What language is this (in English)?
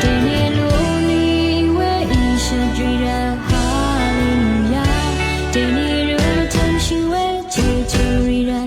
Rawang